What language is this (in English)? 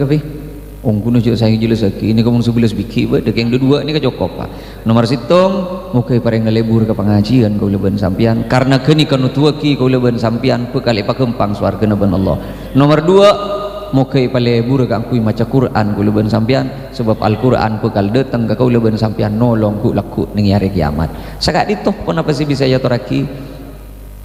Madurese